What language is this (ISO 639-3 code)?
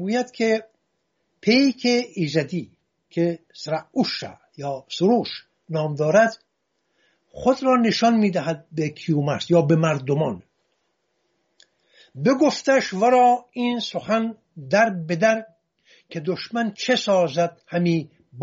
fas